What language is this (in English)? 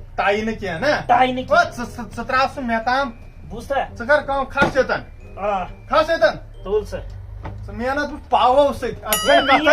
Kashmiri